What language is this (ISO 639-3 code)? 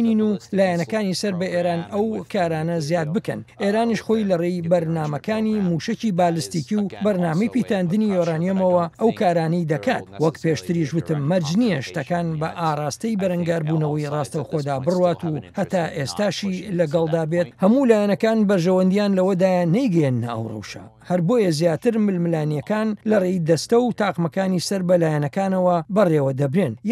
ckb